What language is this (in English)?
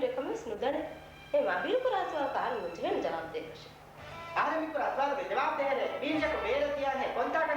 Divehi